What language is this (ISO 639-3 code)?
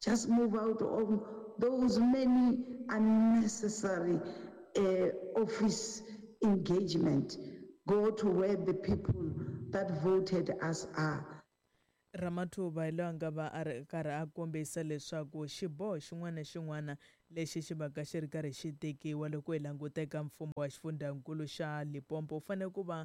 tso